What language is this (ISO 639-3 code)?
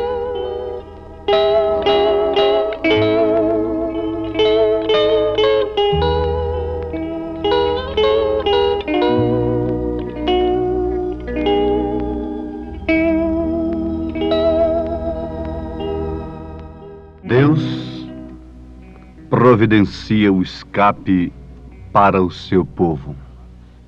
por